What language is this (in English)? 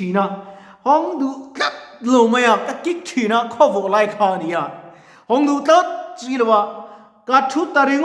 Mizo